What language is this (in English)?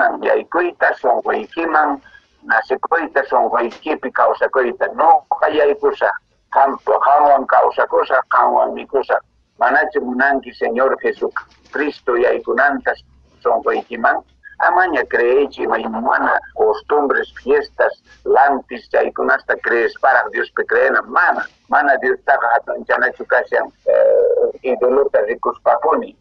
Quechua